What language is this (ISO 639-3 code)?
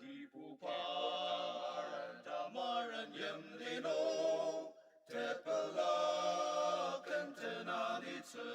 njo